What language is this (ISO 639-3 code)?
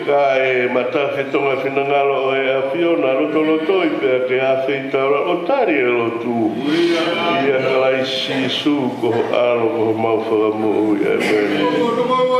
ton